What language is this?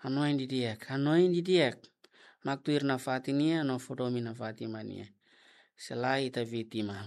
Tetum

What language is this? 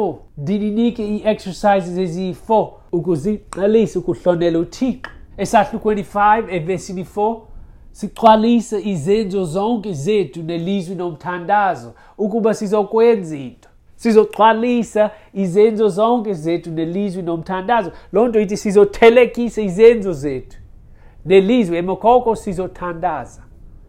Xhosa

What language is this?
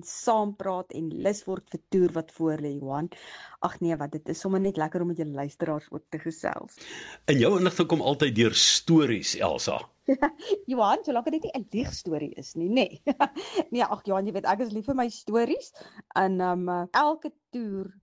Afrikaans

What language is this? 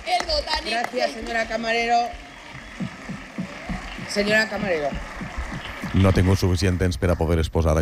Catalan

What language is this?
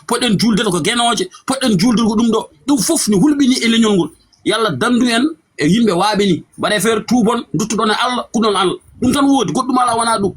Fula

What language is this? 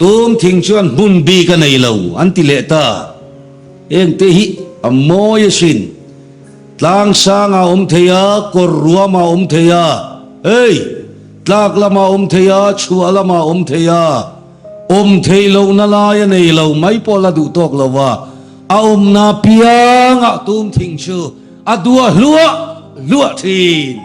Mizo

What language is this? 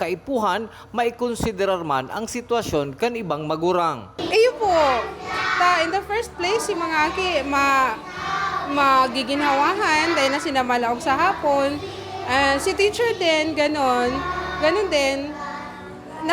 Bikol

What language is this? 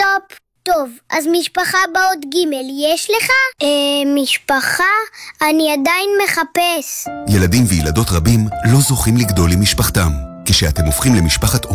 Hebrew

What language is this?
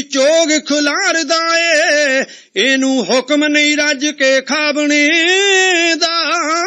Punjabi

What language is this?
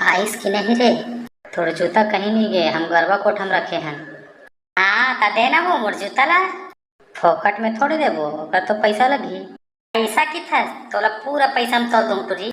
Chhattisgarhi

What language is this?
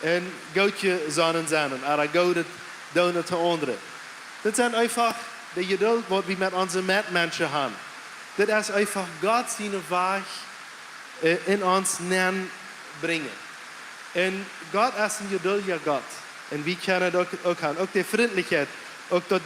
Plautdietsch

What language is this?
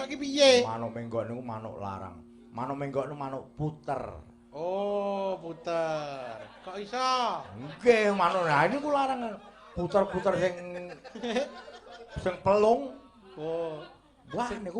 Javanese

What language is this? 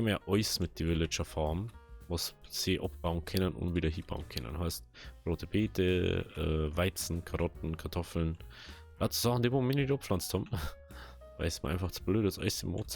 Bavarian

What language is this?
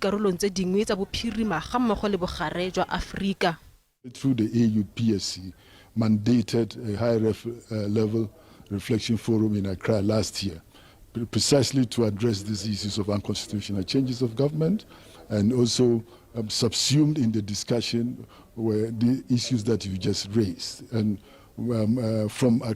Tswana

